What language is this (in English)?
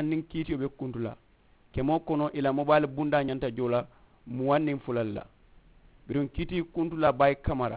Mandingo